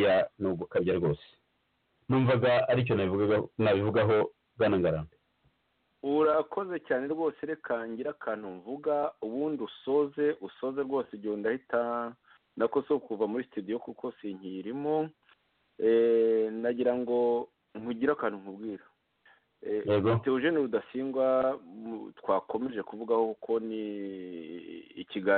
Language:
Kinyarwanda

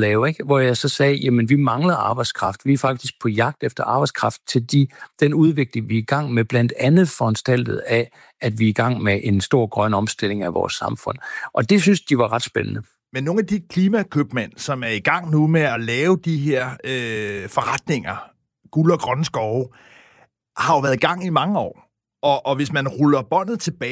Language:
Danish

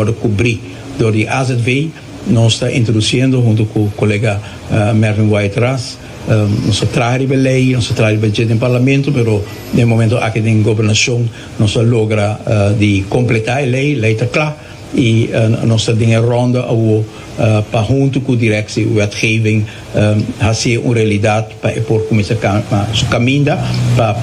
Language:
Papiamento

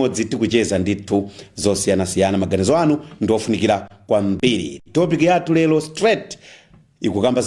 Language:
Nyanja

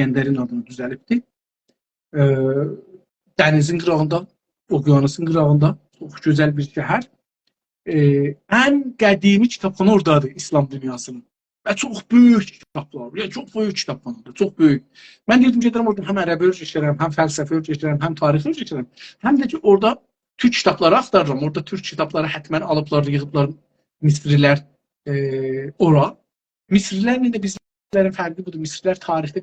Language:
South Azerbaijani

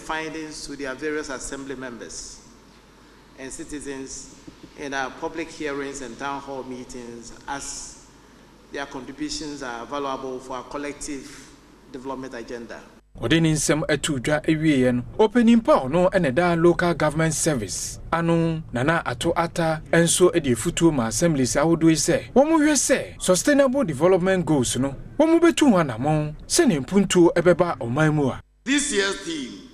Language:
Akan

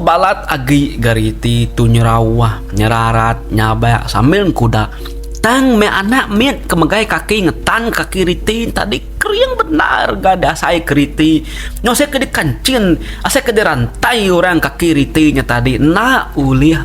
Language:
Iban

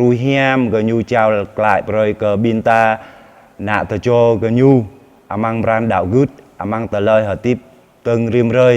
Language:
Jarai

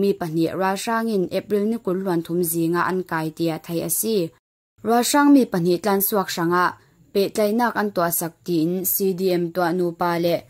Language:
Falam Chin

